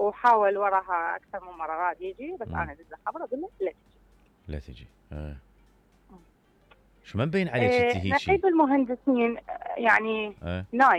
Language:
Mesopotamian Arabic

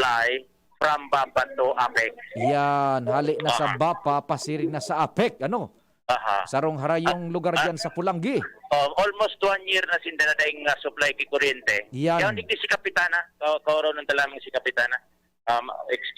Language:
Bikol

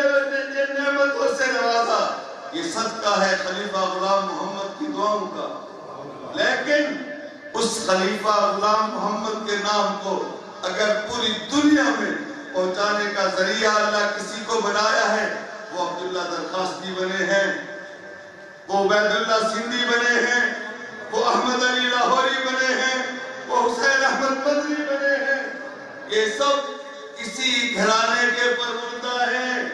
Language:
Urdu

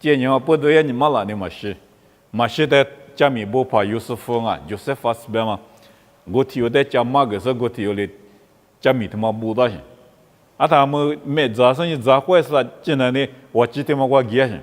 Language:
Lisu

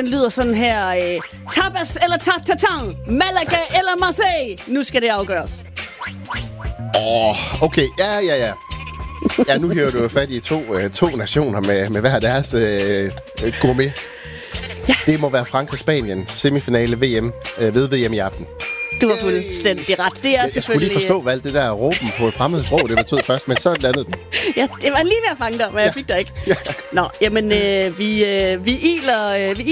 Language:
Danish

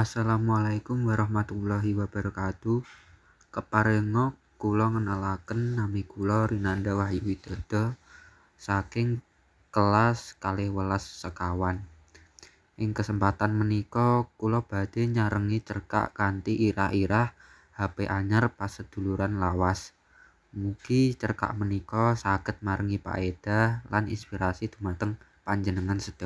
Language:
Javanese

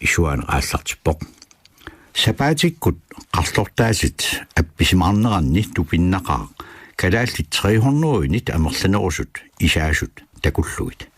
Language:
Kalaallisut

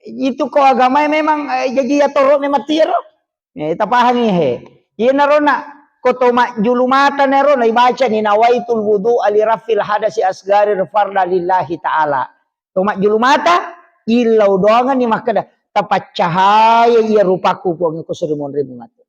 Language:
Buginese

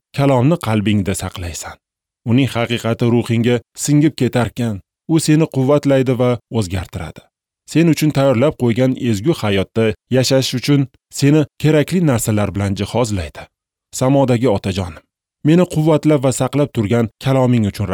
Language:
Uzbek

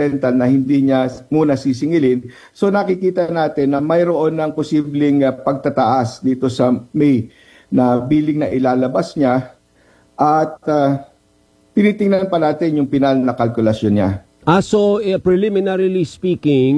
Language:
Filipino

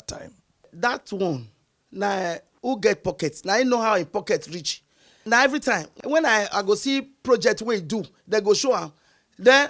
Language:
Nigerian Pidgin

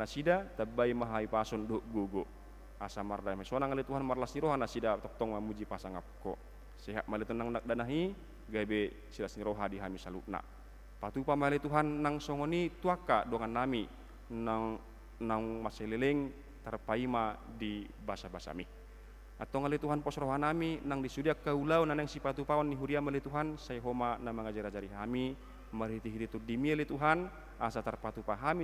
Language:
Batak Toba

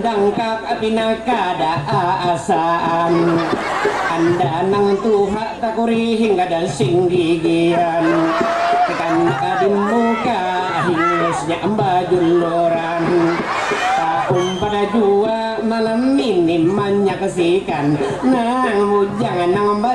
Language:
Banjar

